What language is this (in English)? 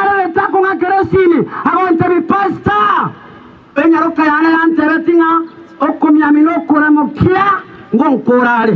Gusii